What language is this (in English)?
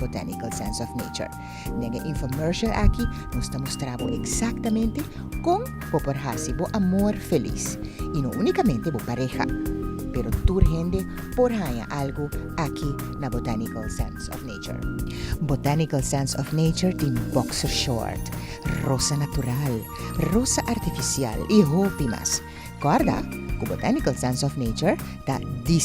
Papiamento